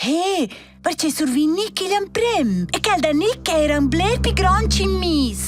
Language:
Romansh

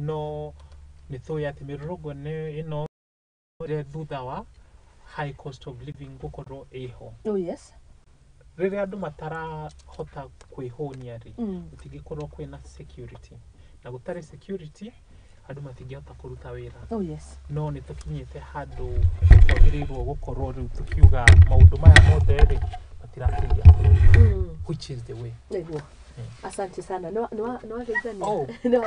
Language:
Kikuyu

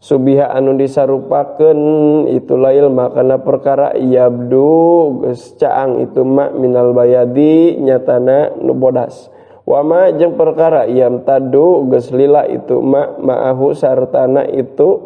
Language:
Sundanese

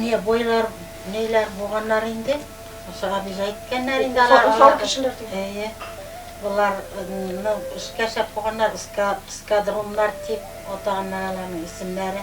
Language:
Bashkir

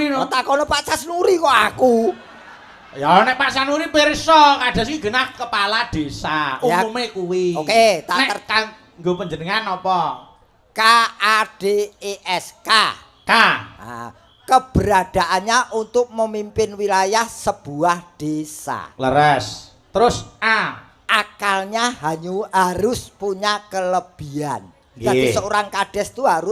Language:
Javanese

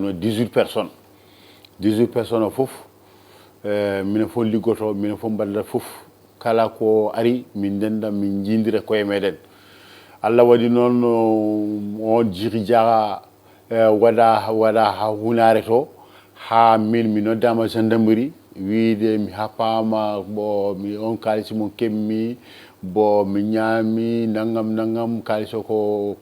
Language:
Fula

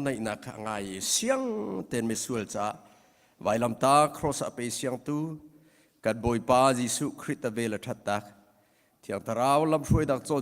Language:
Hakha Chin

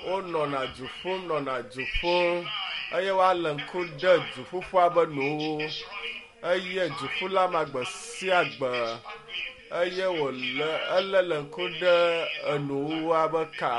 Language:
Ewe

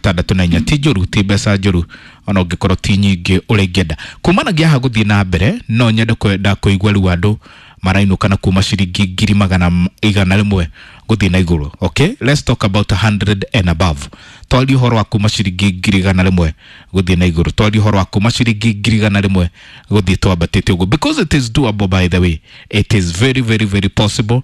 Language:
Kikuyu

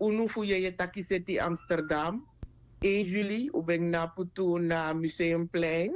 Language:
Sranan Tongo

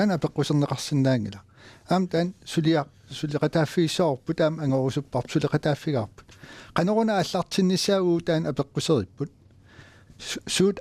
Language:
Kalaallisut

